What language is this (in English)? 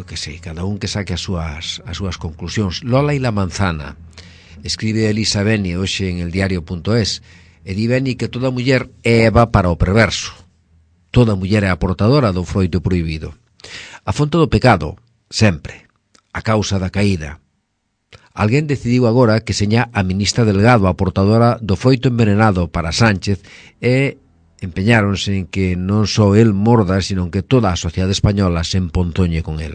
Galician